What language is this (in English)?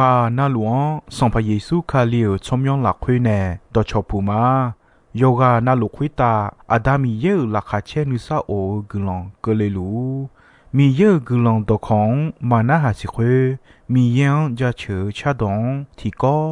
Akha